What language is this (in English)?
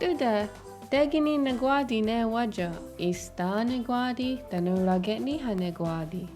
Mohawk